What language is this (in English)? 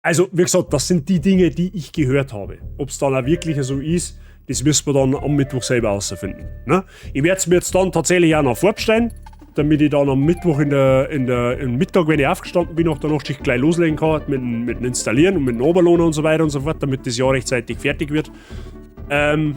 Bavarian